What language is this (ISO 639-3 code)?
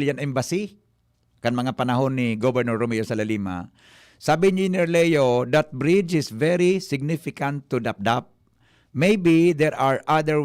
bik